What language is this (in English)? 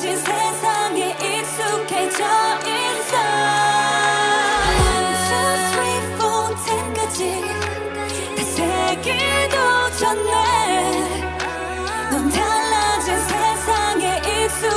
Korean